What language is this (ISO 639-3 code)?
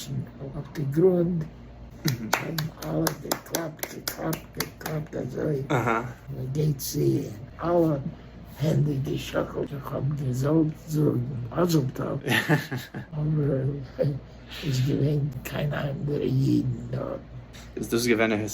yid